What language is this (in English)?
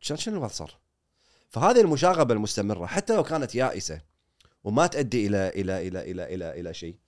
Gulf Arabic